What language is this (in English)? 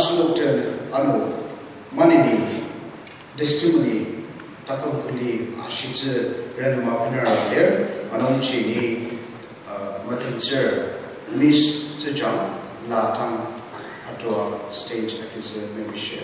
Ao Naga